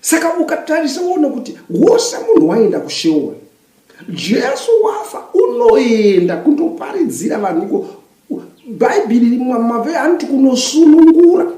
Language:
Shona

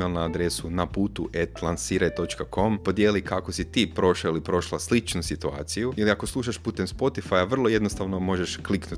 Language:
Croatian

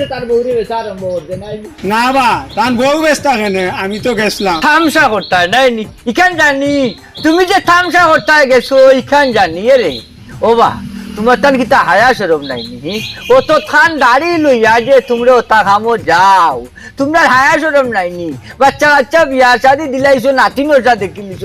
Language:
Sylheti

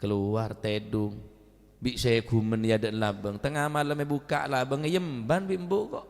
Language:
Madurese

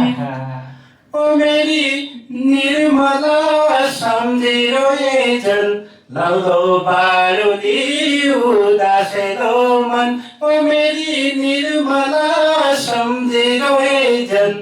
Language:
Nepali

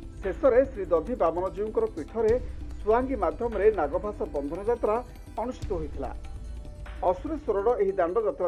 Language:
Odia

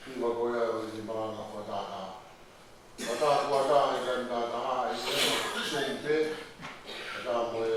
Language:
Tongan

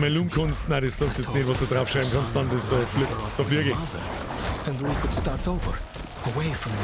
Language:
Bavarian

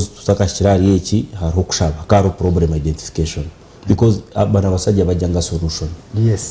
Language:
Nyankole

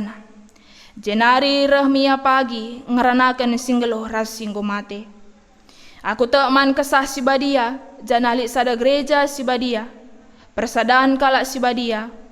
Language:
Batak Karo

